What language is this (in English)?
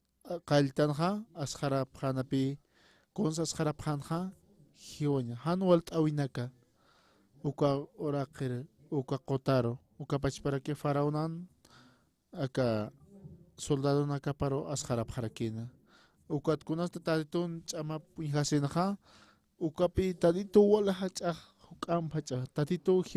Aymara